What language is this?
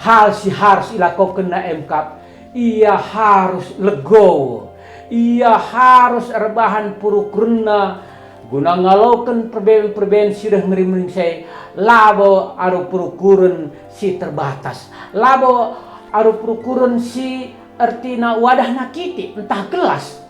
Batak Karo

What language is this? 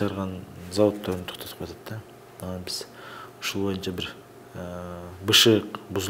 Kyrgyz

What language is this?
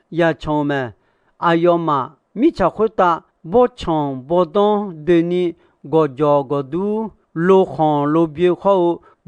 Akha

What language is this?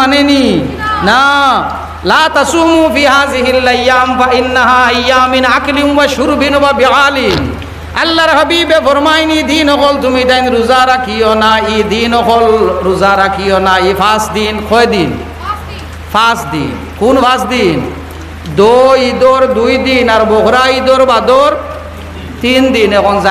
Sylheti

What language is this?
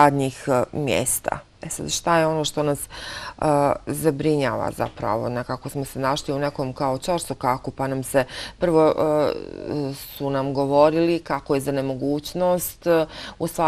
Bosnian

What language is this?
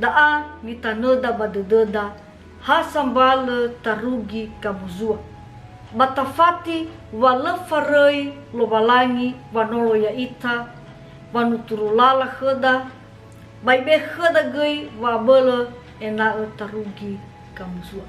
Nias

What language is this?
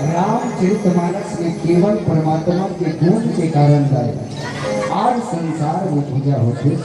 Chhattisgarhi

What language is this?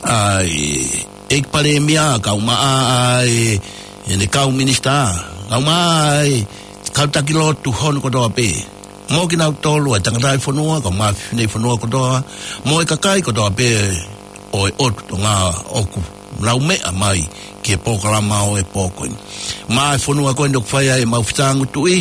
Tongan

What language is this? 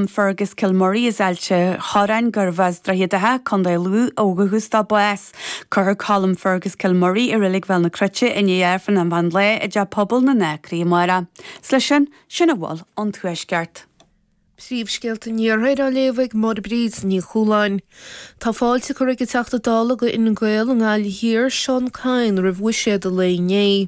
Irish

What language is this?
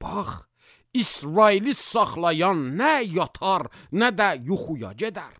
Azerbaijani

